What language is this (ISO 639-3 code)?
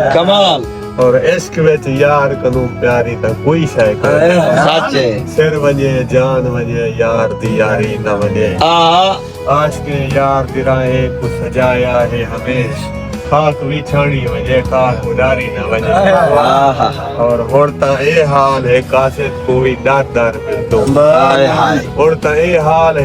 skr